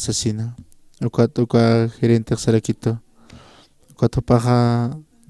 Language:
Aymara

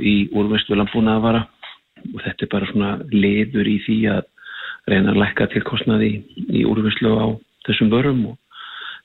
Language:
Icelandic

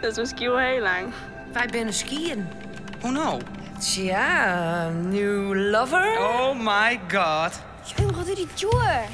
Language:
Western Frisian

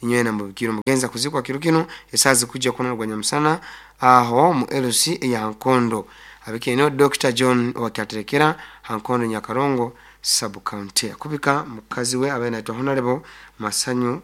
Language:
Nyoro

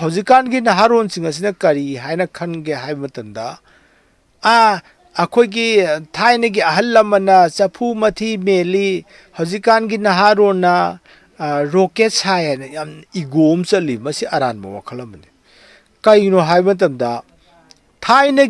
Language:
Manipuri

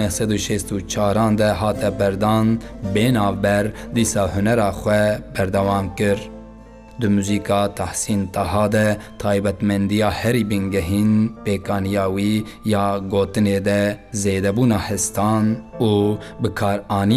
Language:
Kurdish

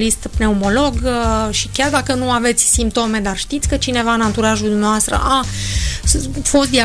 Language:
Romanian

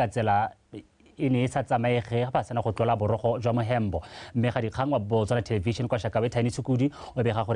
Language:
Tswana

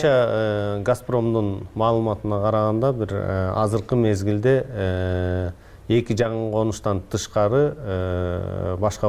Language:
Kyrgyz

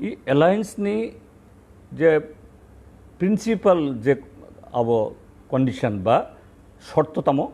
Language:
Kok Borok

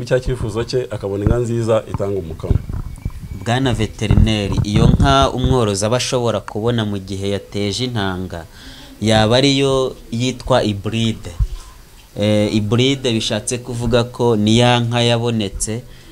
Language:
Kinyarwanda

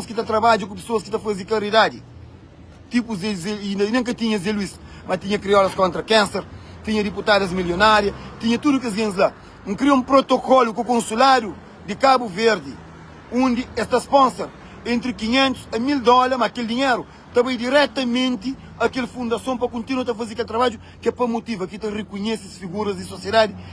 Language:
Kabuverdianu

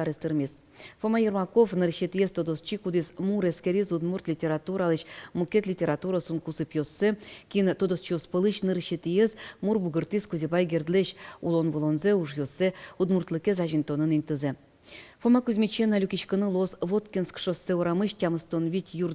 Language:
Udmurt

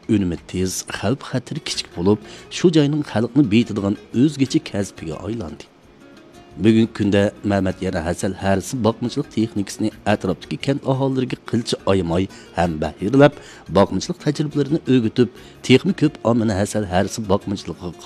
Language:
Uyghur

